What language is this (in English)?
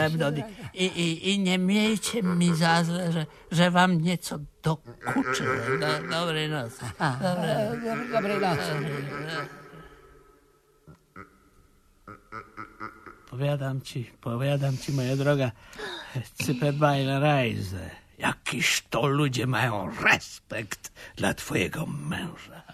Polish